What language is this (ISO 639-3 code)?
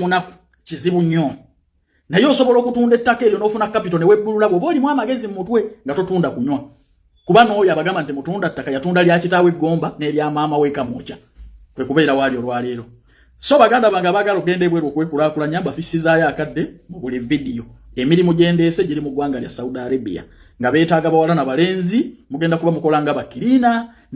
lug